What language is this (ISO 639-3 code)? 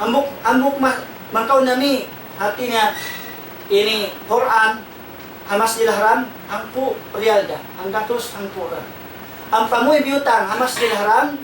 tsg